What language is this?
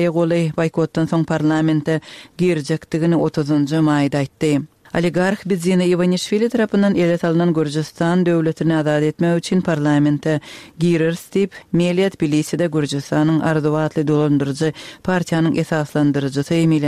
Turkmen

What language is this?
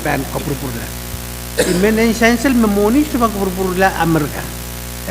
Pohnpeian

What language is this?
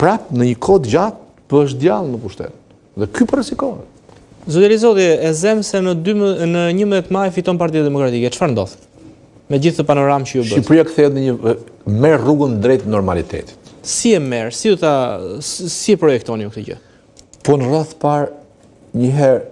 Albanian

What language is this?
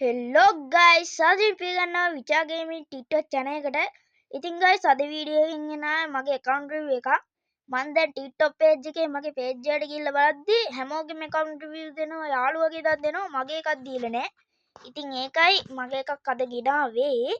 Sinhala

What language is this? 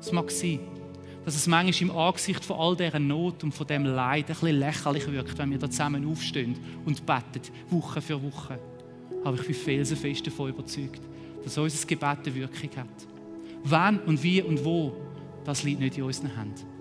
Swiss German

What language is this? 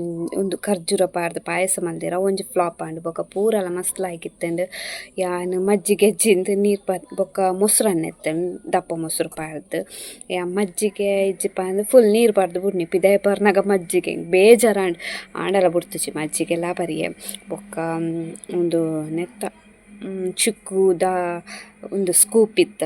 Tulu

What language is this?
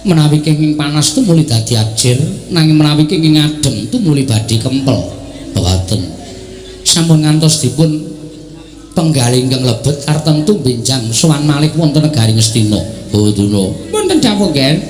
Javanese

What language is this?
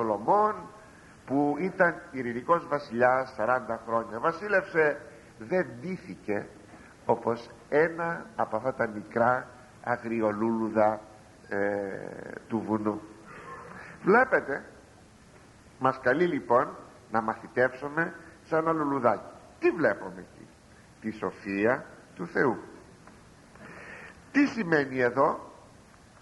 Greek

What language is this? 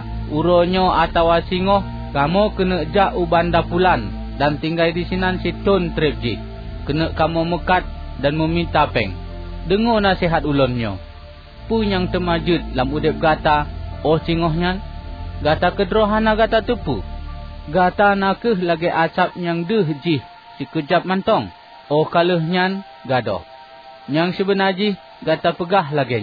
Achinese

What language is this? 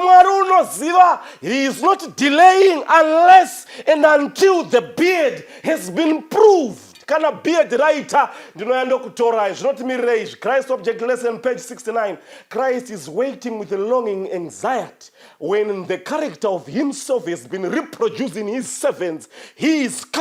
Shona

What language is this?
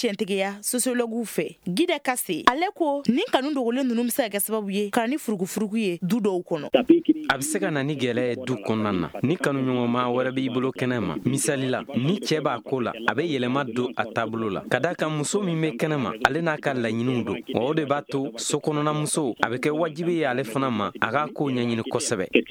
Bambara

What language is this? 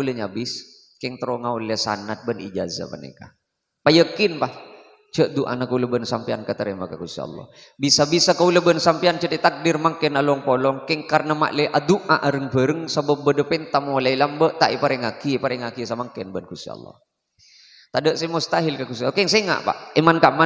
Madurese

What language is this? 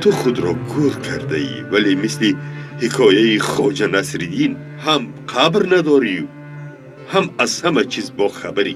Tajik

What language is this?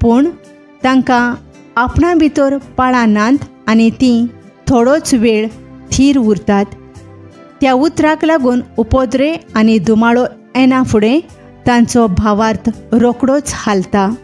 Konkani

